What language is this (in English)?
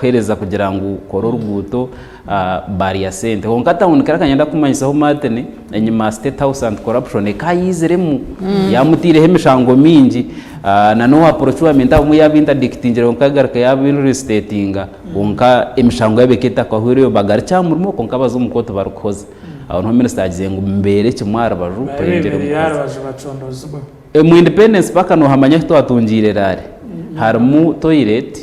Nyankole